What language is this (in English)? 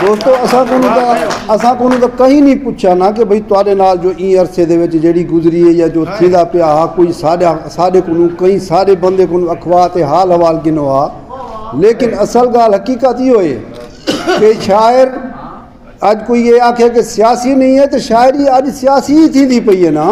Saraiki